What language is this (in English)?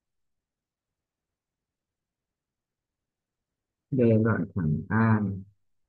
Vietnamese